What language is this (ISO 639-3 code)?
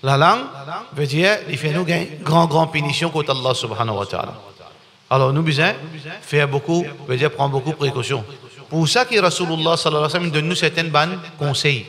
mfe